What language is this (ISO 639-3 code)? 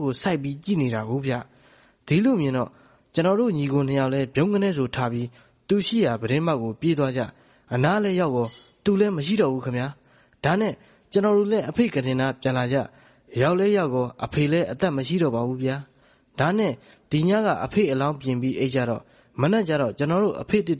mya